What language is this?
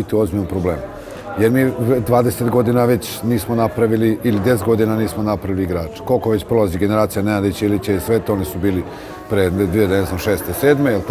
Serbian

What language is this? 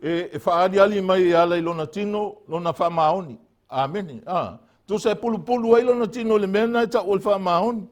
Samoan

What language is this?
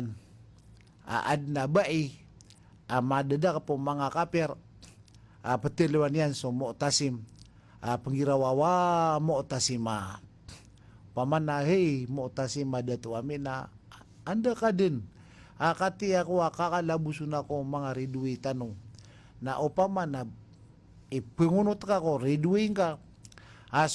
Maranao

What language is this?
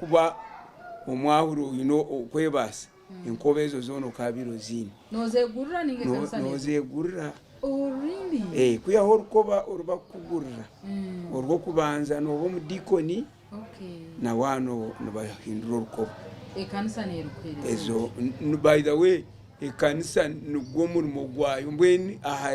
Nyankole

